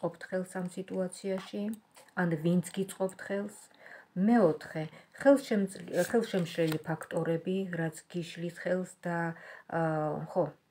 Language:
Georgian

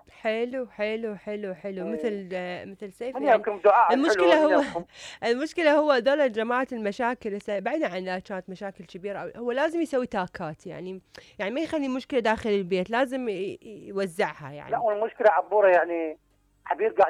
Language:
Mesopotamian Arabic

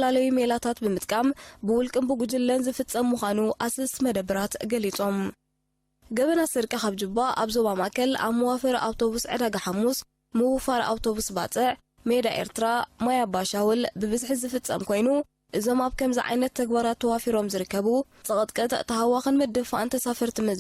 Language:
Tigrinya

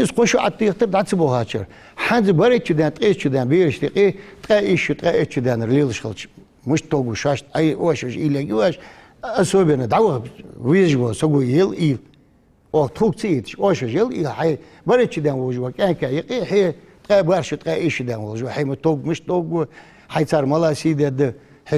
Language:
Ingush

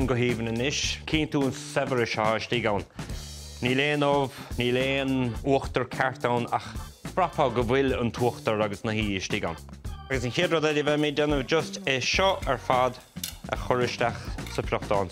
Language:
Irish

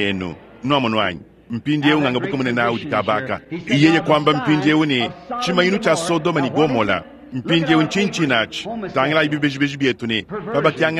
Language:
Luba-Lulua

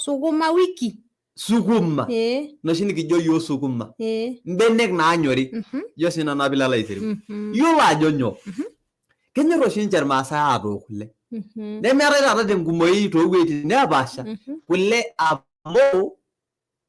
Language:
Masai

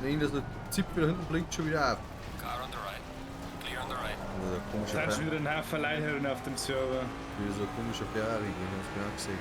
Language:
Bavarian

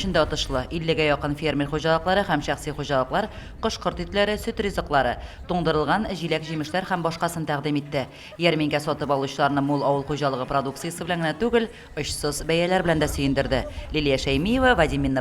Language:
Tatar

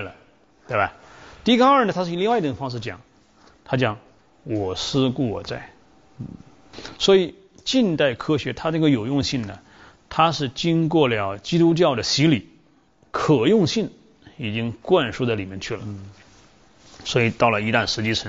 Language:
Chinese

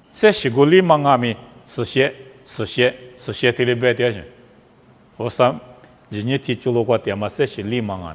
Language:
Lisu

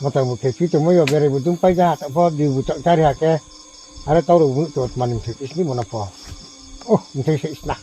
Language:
Riang (India)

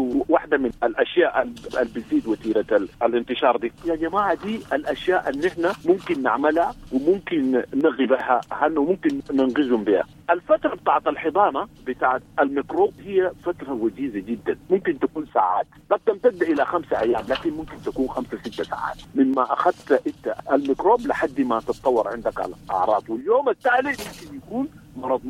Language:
Sudanese Arabic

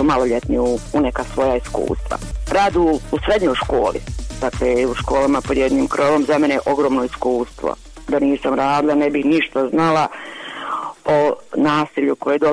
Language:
Croatian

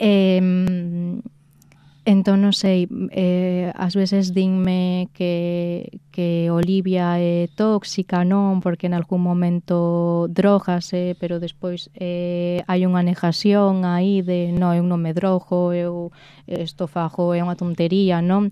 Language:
Galician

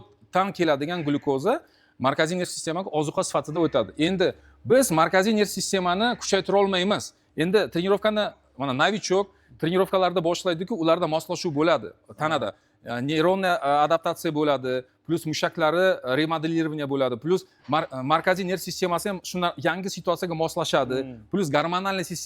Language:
Uzbek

